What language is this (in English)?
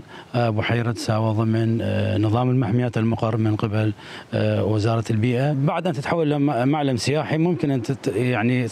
Mesopotamian Arabic